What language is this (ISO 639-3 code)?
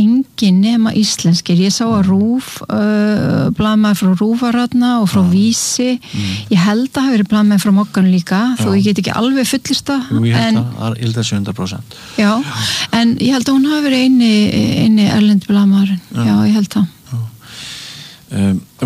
isl